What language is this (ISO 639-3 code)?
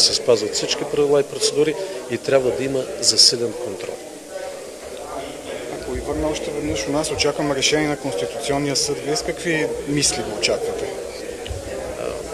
bul